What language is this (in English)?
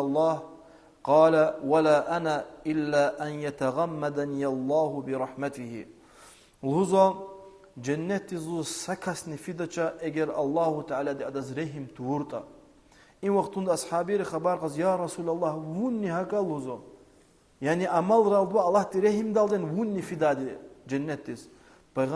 Lezghian